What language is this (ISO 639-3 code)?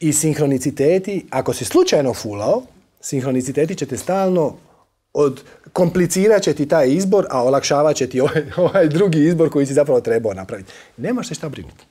hrv